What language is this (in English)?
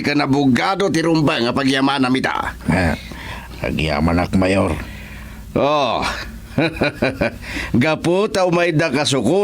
Iloko